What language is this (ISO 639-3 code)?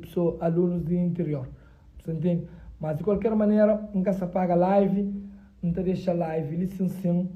kea